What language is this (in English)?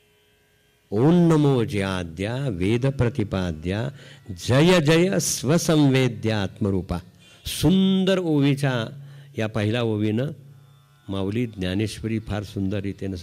Marathi